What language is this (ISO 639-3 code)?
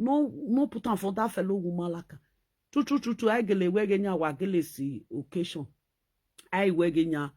pcm